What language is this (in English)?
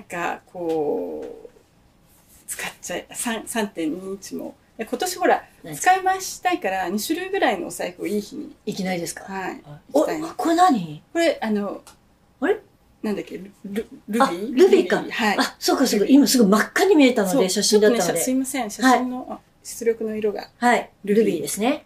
Japanese